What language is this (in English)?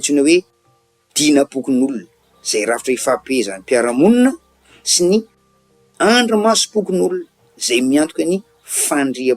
Malagasy